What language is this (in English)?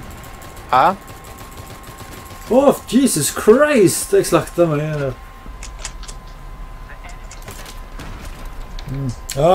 Norwegian